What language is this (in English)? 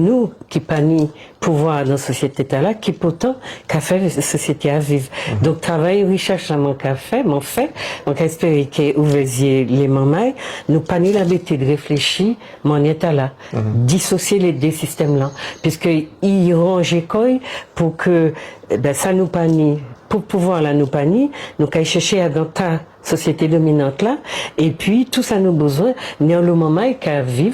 Guadeloupean Creole French